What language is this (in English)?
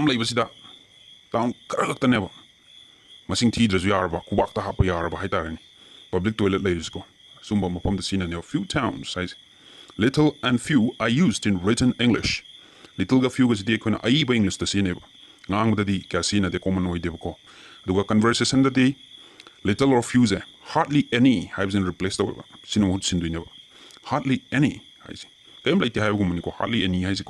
Manipuri